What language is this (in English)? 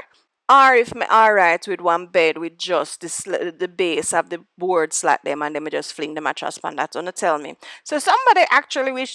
Jamaican Creole English